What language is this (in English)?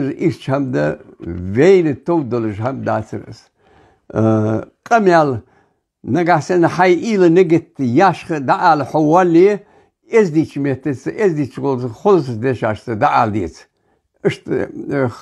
Ingush